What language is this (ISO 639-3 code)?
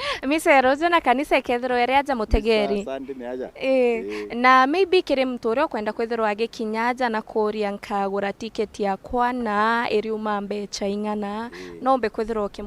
mer